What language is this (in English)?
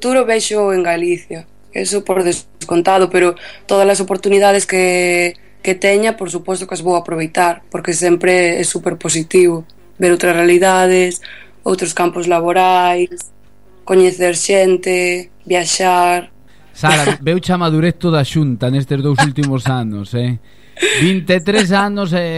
Galician